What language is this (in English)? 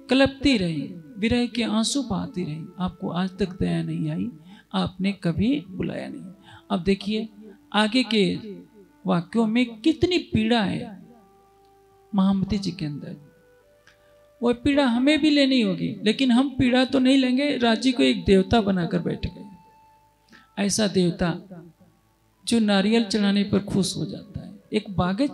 Hindi